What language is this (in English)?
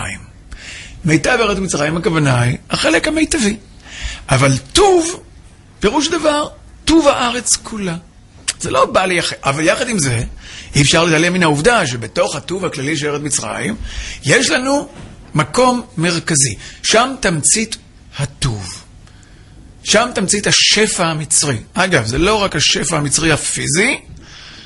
Hebrew